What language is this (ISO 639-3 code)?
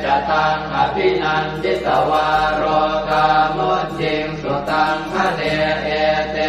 pli